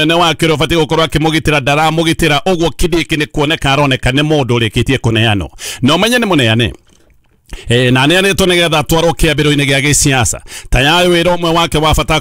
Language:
Kikuyu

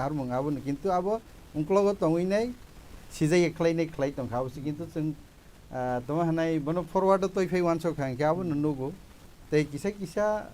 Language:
Kok Borok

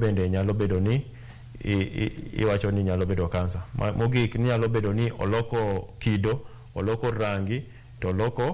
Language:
Luo (Kenya and Tanzania)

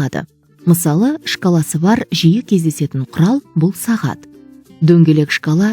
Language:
Kazakh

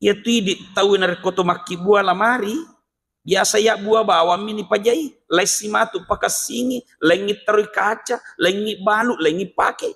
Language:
Buginese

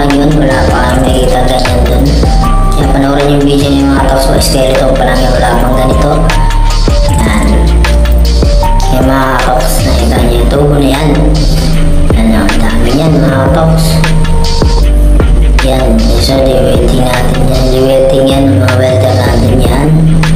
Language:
Filipino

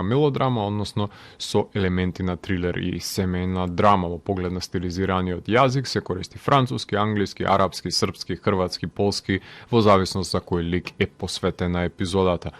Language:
Macedonian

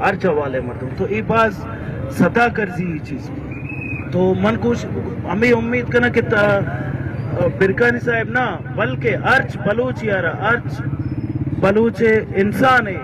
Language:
Brahui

